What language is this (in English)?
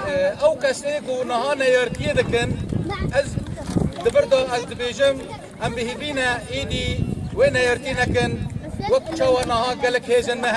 Kurdish